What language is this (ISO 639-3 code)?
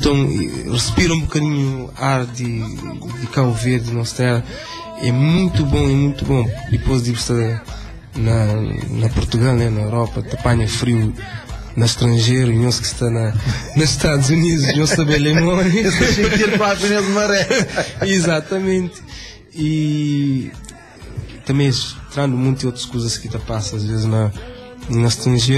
kea